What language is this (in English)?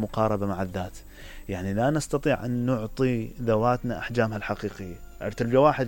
Mesopotamian Arabic